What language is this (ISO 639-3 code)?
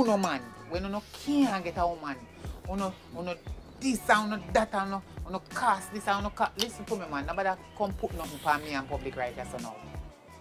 jam